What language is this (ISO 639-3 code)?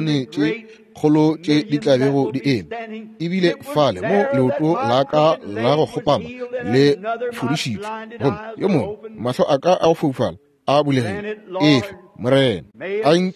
nso